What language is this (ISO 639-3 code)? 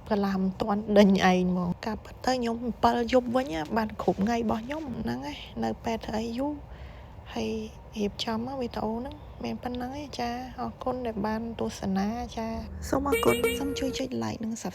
khm